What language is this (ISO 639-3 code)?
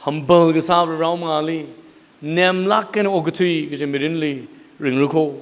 nmf